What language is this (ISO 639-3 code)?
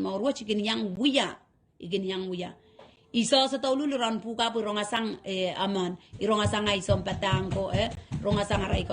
pon